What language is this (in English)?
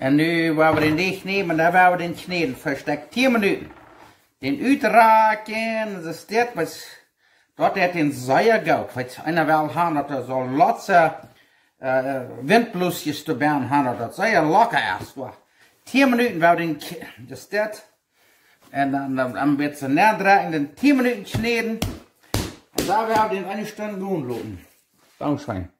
Plautdietsch